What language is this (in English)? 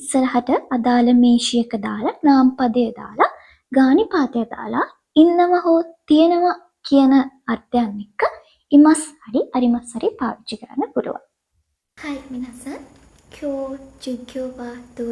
Sinhala